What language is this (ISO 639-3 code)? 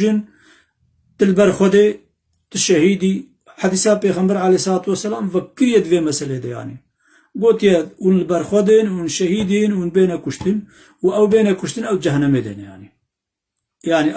kur